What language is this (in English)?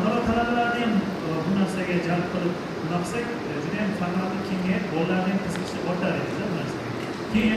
Uzbek